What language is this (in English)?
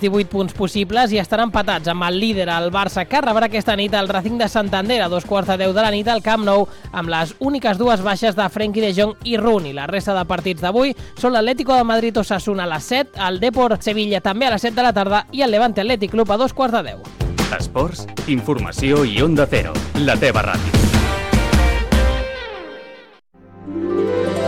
Catalan